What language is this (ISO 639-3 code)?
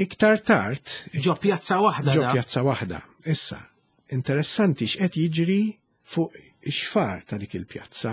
mlt